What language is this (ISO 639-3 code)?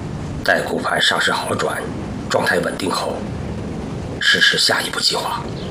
zho